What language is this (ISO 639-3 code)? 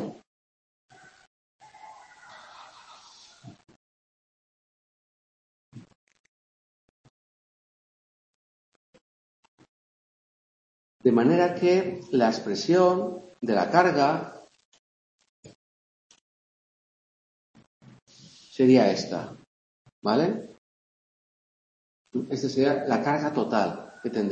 spa